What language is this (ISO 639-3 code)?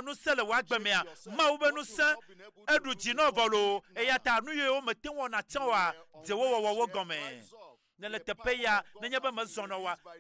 ewe